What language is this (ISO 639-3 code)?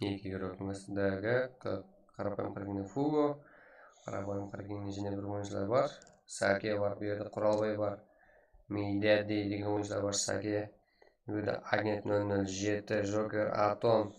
kaa